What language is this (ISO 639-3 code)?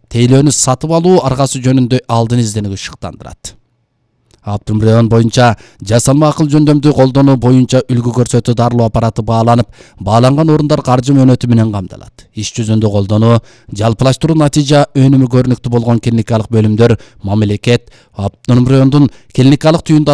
kir